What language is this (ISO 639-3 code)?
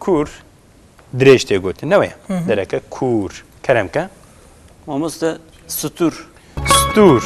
kur